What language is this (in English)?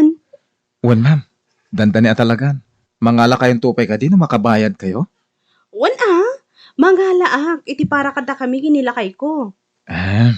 Iloko